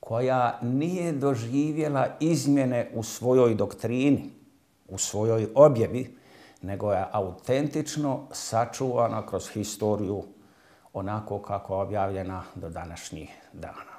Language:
Bosnian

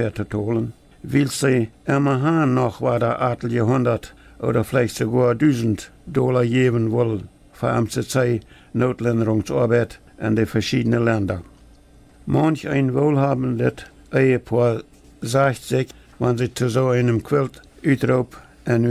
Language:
Plautdietsch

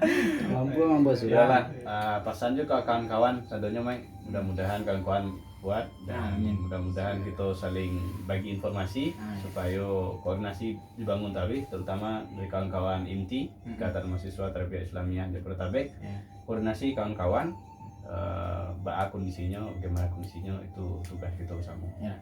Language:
Minangkabau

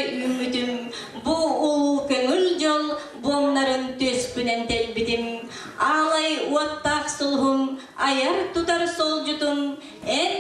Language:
Yakut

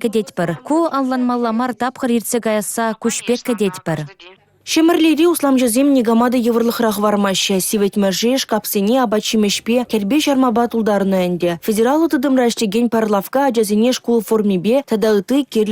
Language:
Chuvash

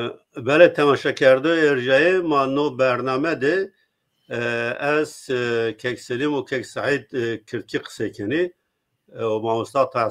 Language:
Zaza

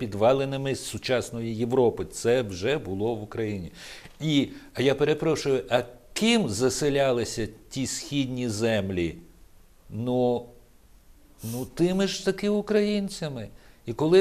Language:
Ukrainian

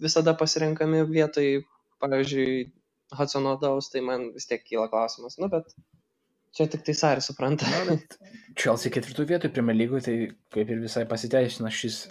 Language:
Lithuanian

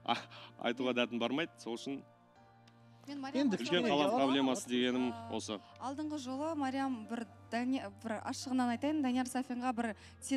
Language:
Kazakh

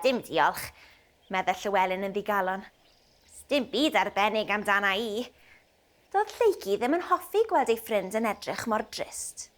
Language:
Welsh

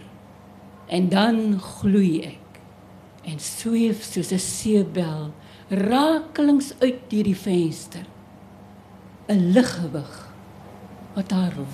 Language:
Afrikaans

